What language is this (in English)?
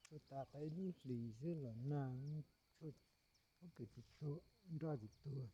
Hmong